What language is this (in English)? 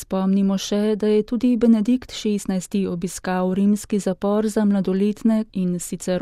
Slovenian